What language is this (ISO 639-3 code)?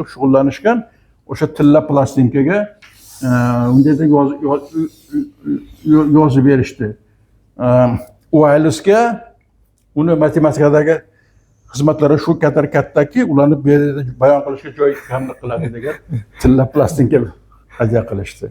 uzb